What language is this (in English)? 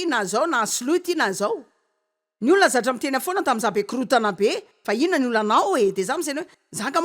Malagasy